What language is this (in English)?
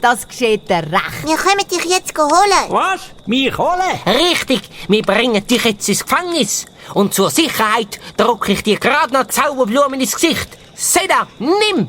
Swiss German